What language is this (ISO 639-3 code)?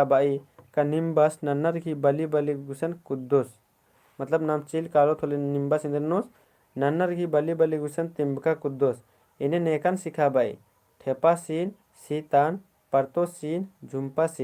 kru